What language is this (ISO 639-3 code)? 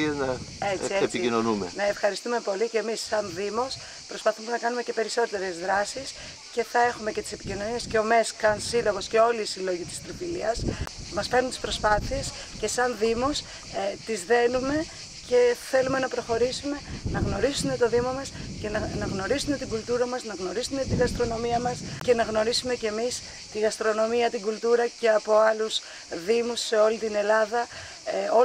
ell